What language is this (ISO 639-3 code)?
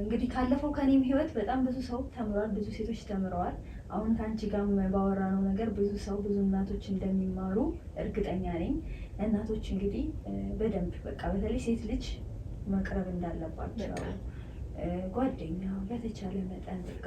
amh